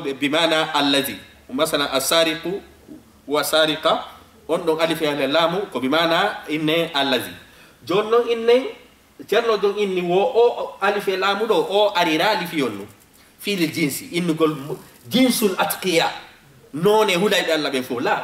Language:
Fula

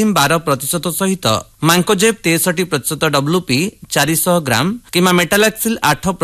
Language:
Odia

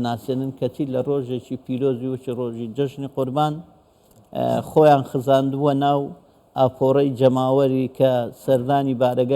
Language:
Central Kurdish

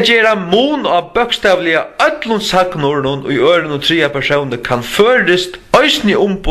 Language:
Faroese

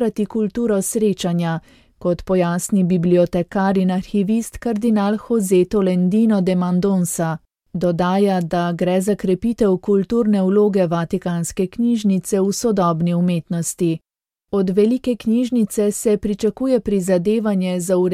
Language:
Slovenian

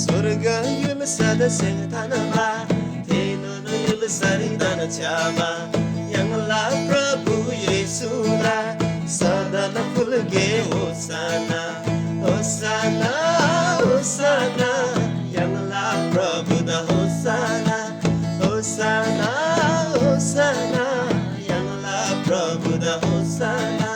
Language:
Eastern Tamang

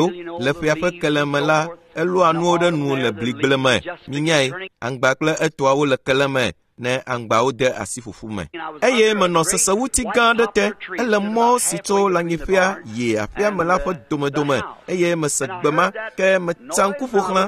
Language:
Ewe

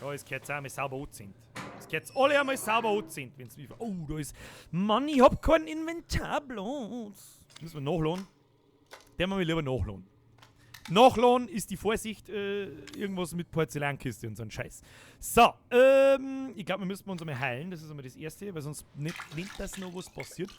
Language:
Bavarian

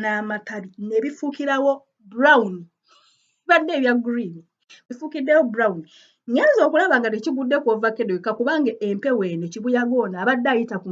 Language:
Ganda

